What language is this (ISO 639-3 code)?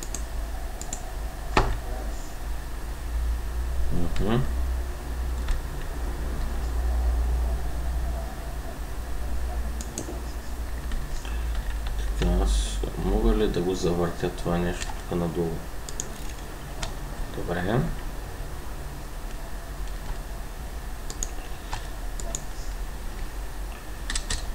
bul